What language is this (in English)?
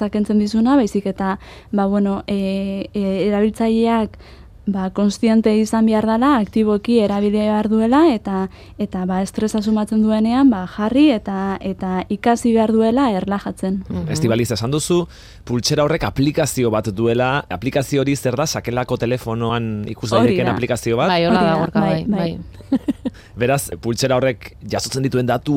Basque